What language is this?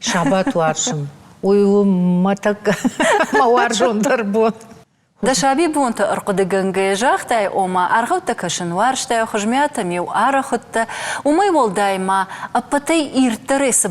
Ossetic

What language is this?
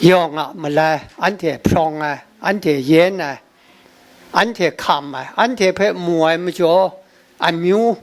Kachin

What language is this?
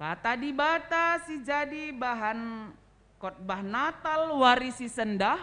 Batak Karo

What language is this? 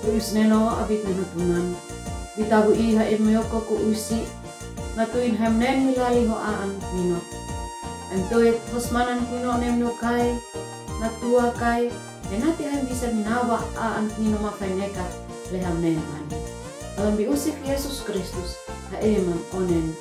Uab Meto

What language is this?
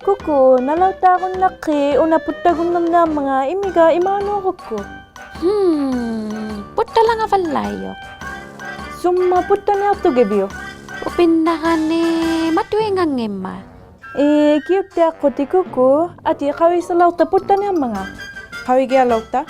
Inuktitut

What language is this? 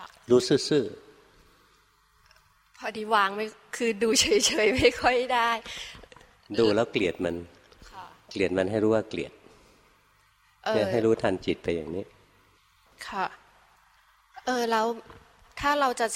Thai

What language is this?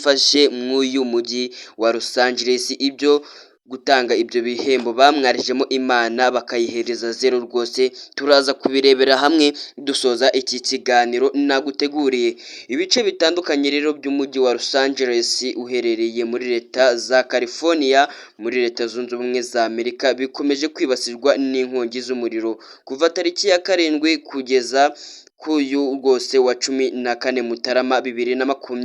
Kinyarwanda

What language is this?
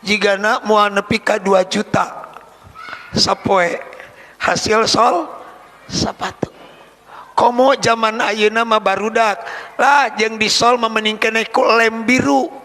Sundanese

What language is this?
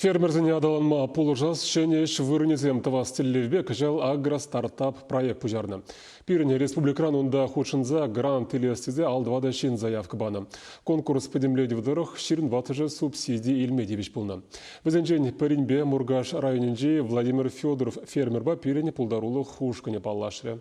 Chuvash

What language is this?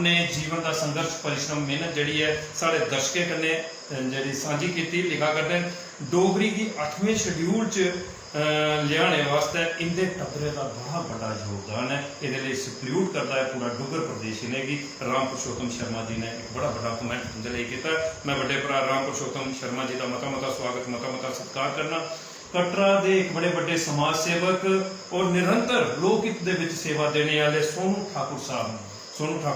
Dogri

